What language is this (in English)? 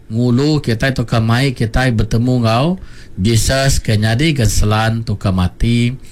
Iban